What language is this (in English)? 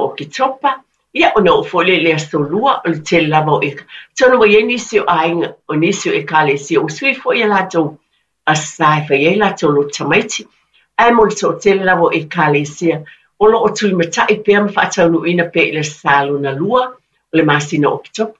Samoan